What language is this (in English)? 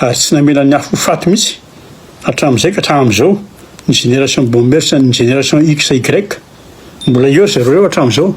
Malagasy